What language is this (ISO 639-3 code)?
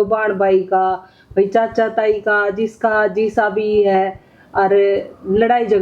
bgc